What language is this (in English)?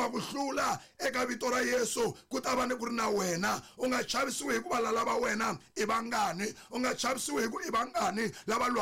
Tsonga